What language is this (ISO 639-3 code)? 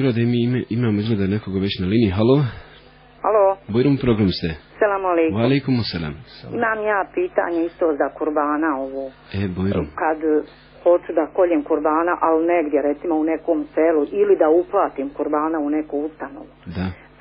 bos